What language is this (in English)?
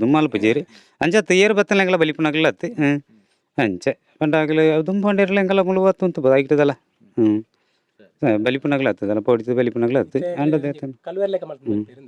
Tulu